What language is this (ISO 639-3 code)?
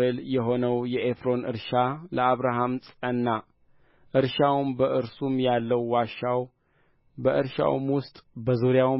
amh